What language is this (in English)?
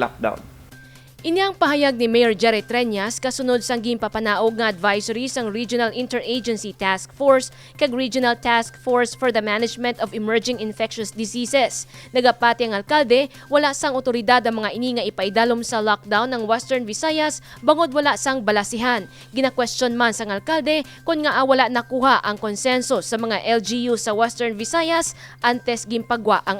Hiligaynon